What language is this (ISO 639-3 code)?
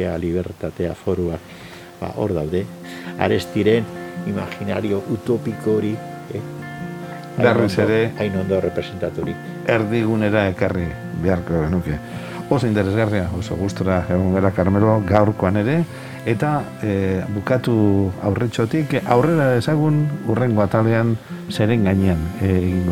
eus